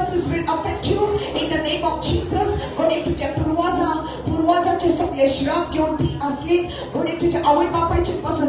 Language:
Konkani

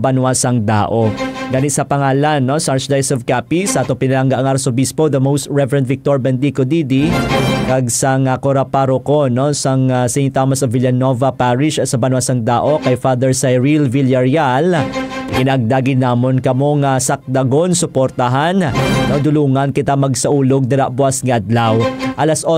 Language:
Hiligaynon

